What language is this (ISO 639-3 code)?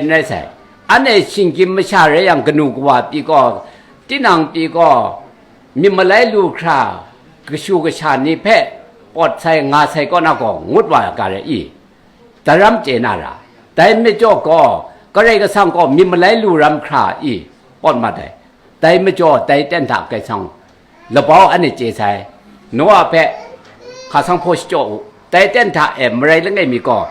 kac